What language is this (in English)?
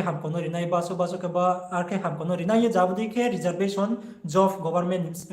Riang (India)